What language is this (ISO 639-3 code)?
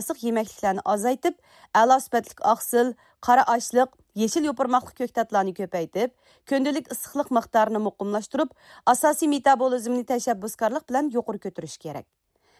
uig